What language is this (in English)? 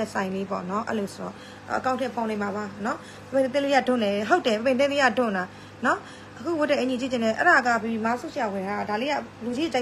Burmese